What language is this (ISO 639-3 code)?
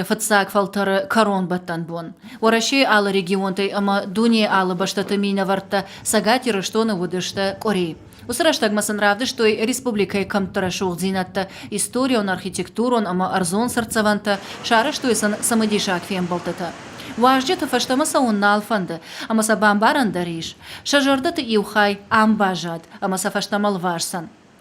oss